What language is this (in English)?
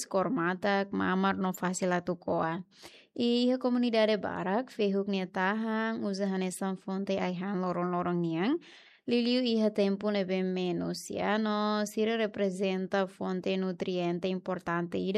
Tetum